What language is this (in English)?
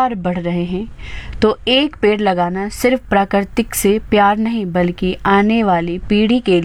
Hindi